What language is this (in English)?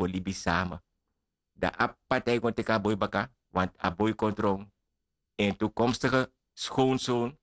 Sranan Tongo